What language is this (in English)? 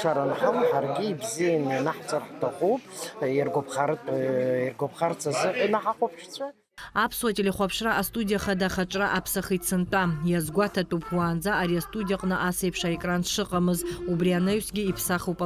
Abkhazian